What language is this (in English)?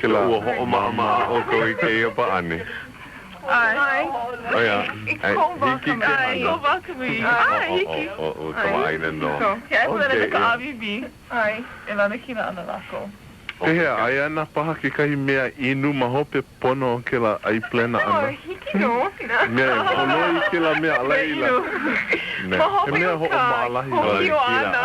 Hawaiian